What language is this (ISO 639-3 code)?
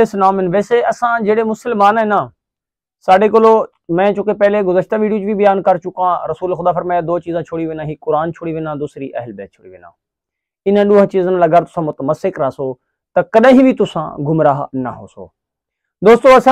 skr